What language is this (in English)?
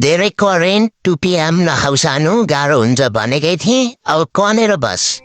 Nepali